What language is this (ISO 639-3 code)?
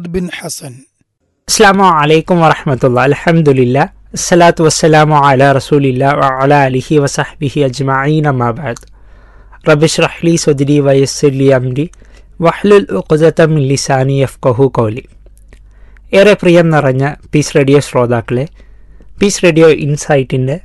mal